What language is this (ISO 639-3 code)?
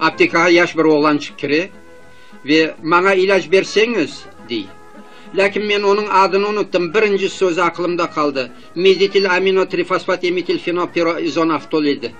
crh